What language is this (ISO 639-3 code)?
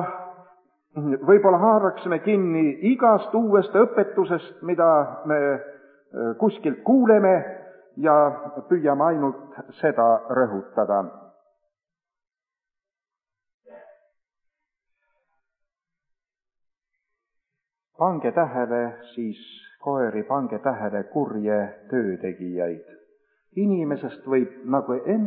est